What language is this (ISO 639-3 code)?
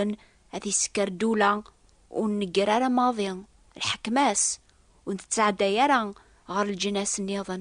kab